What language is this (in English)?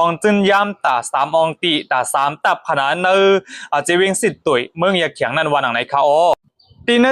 Shan